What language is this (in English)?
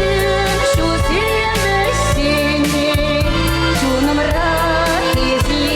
Chuvash